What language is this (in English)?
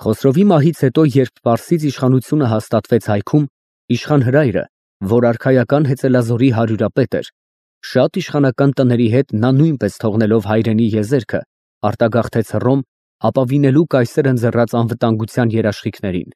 Armenian